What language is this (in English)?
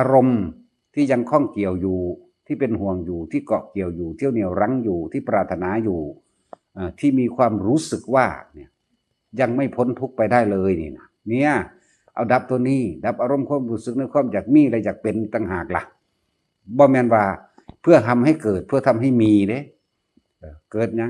Northeastern Thai